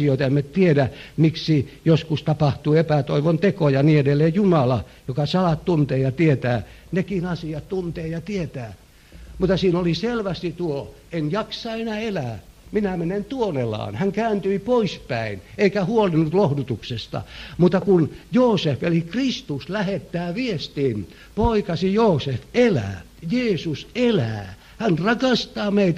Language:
Finnish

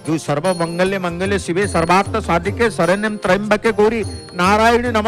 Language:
Odia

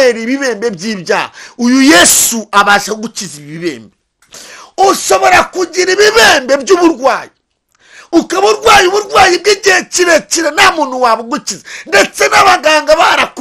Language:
Kinyarwanda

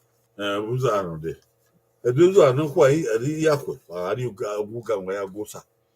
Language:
Bini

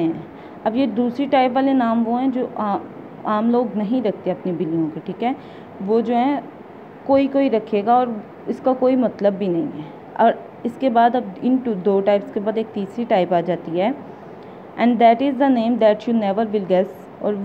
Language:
Hindi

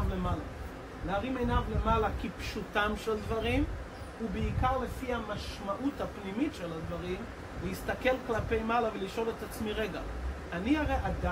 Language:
Hebrew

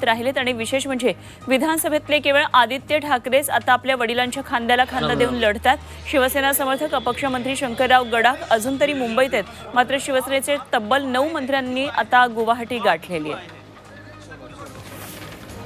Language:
Marathi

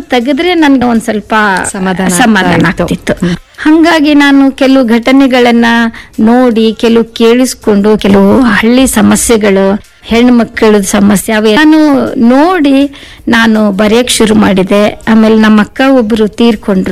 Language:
Kannada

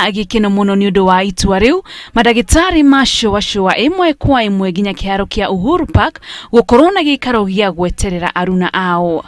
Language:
Kikuyu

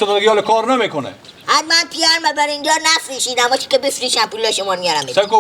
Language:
Persian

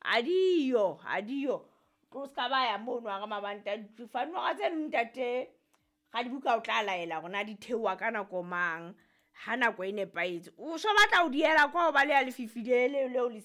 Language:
Southern Sotho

